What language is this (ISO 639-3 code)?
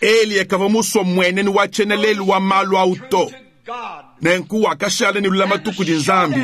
lua